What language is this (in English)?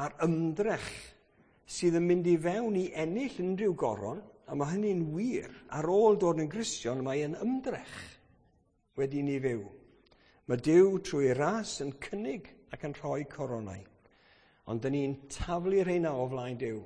Welsh